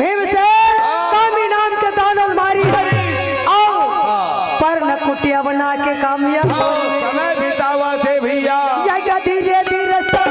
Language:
Chhattisgarhi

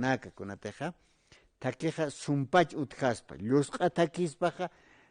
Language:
Aymara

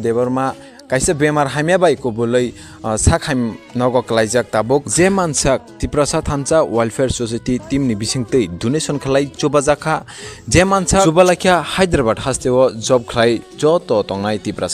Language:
Kok Borok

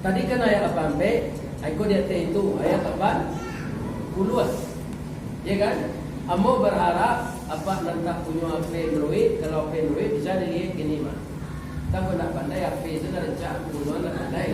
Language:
Minangkabau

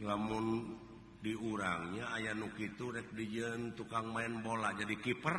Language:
Sundanese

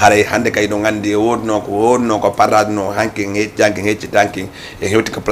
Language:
Fula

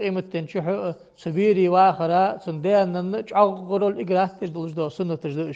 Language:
Ingush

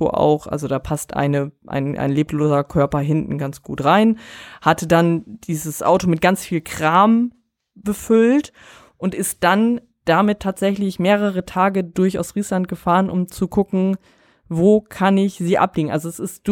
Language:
German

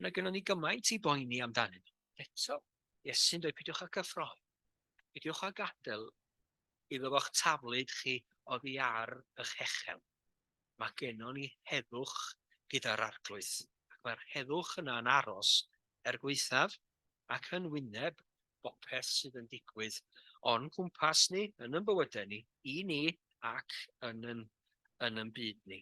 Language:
Welsh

